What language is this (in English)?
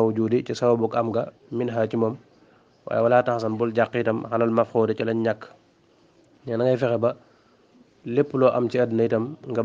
Wolof